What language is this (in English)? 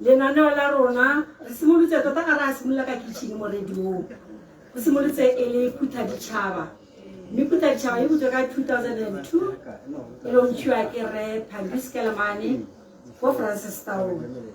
Tswana